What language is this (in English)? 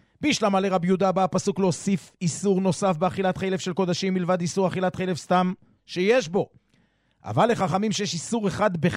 Hebrew